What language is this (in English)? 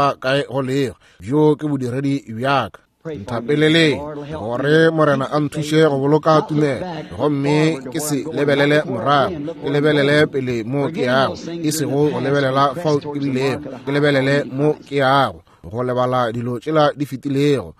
Northern Sotho